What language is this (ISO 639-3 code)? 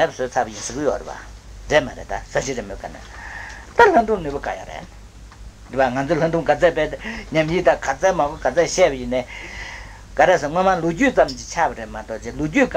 bod